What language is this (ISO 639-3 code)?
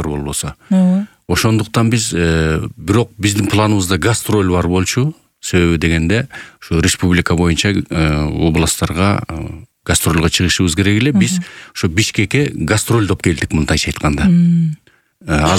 kir